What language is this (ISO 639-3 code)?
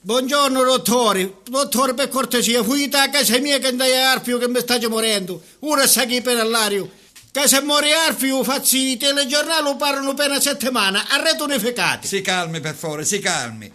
scn